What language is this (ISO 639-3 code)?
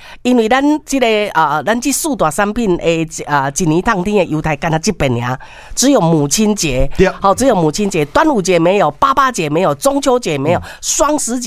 nan